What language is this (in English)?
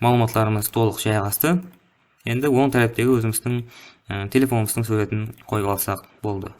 Kara-Kalpak